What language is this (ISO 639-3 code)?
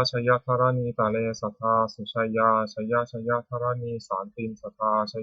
pli